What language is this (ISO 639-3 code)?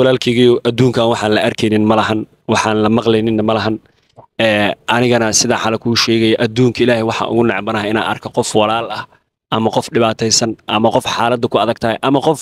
som